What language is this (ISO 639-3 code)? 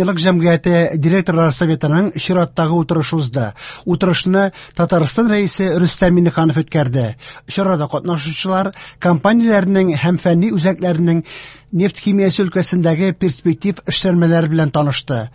tat